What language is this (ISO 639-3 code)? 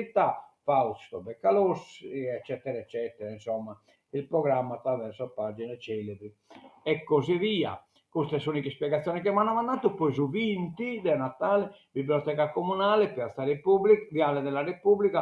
srd